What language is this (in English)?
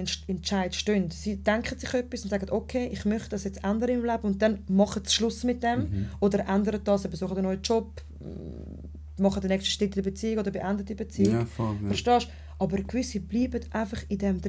Swiss German